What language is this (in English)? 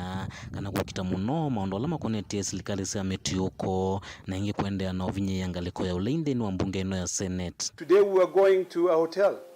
Kamba